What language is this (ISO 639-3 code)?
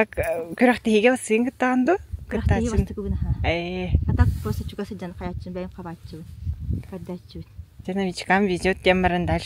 sah